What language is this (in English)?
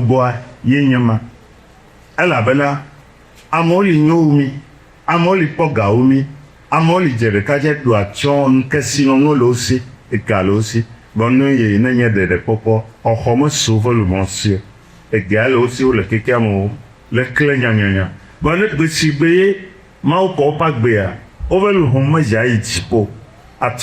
Ewe